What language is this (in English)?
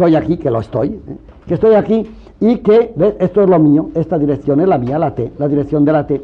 Spanish